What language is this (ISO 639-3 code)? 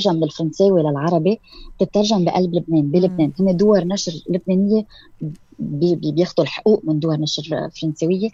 apc